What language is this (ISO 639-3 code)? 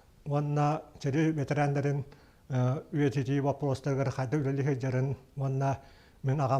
sah